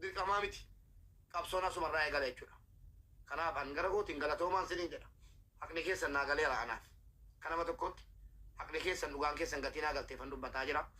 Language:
Oromo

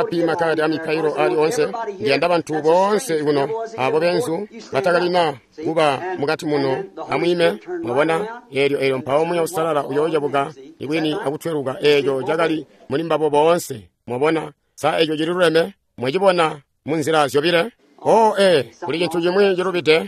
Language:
Tonga (Zambia)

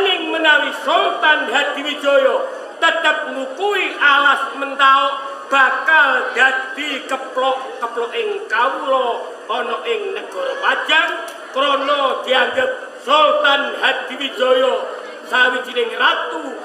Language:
Javanese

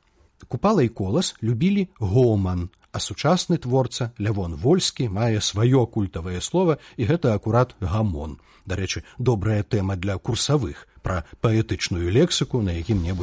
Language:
Belarusian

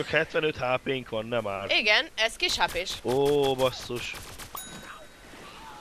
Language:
Hungarian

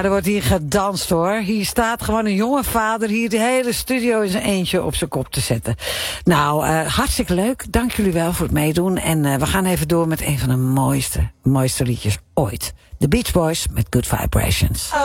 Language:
Dutch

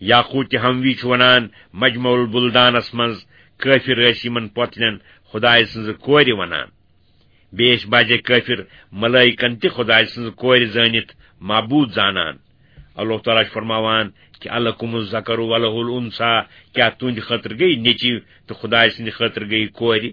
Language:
Kashmiri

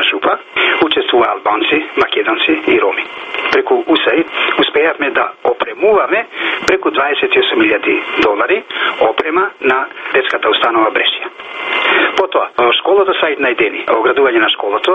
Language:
Macedonian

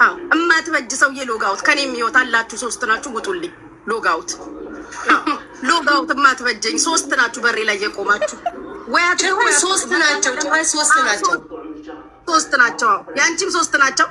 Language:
Amharic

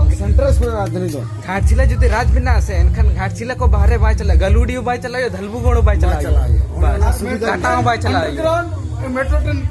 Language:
Santali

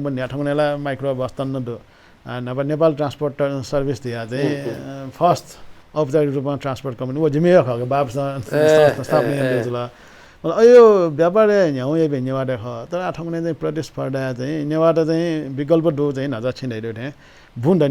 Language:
Newari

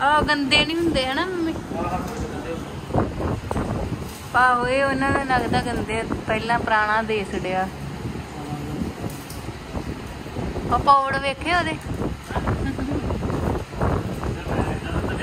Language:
Punjabi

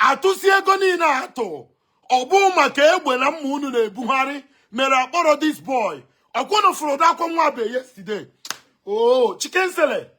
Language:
Igbo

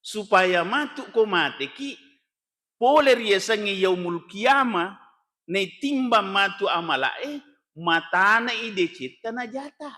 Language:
Buginese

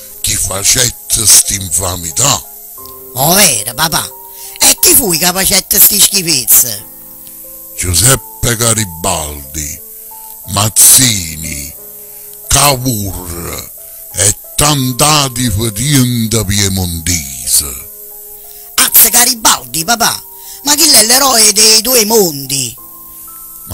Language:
Neapolitan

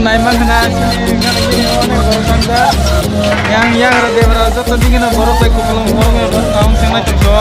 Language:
Kok Borok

